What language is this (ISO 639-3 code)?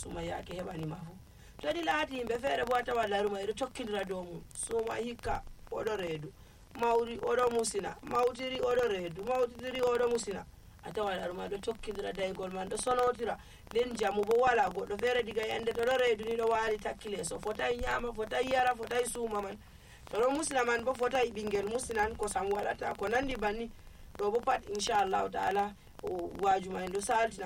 fuv